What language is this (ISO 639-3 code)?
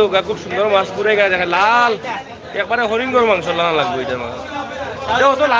syl